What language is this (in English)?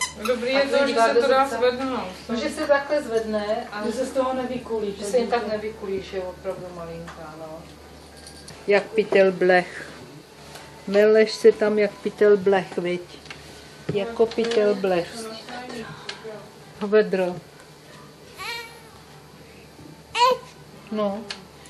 Czech